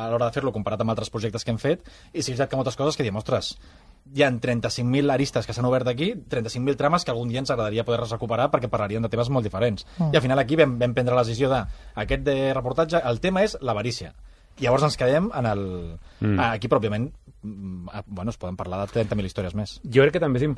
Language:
Catalan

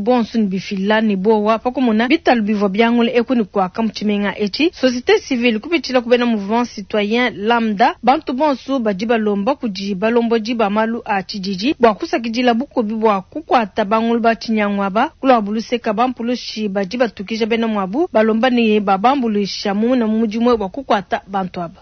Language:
Luba-Lulua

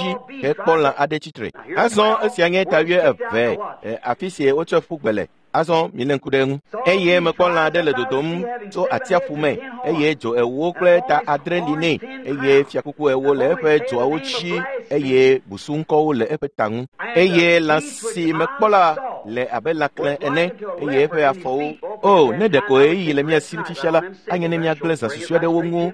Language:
Ewe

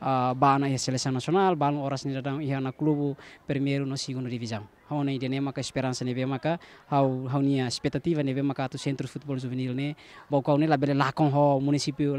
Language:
Tetum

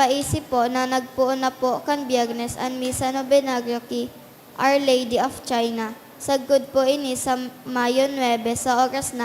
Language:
Bikol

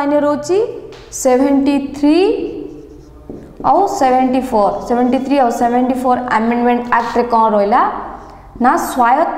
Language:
Odia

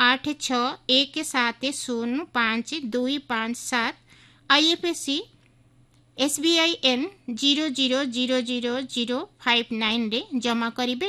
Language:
Odia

